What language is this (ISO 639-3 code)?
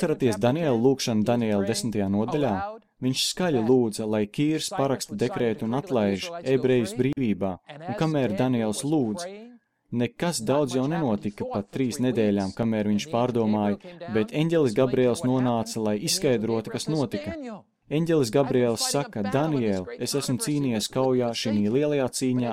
lav